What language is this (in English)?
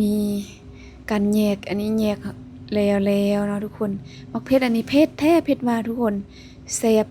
Lao